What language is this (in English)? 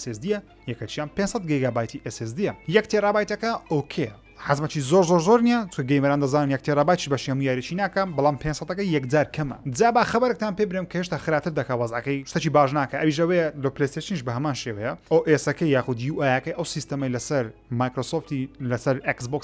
Central Kurdish